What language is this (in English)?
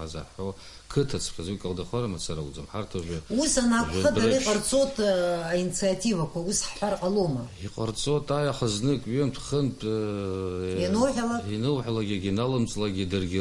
Abkhazian